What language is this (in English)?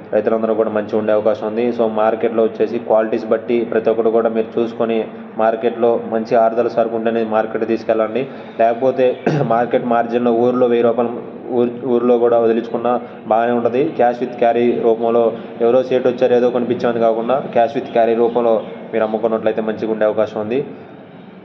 Telugu